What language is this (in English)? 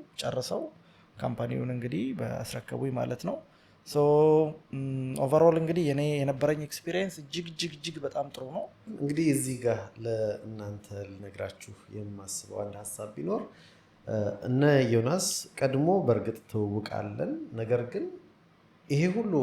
Amharic